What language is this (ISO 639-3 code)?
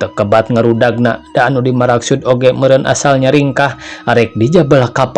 sun